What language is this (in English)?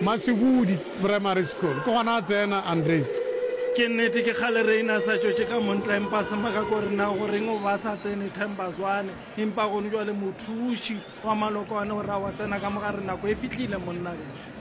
Northern Sotho